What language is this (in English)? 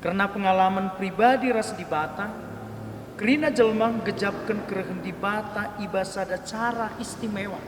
Batak Karo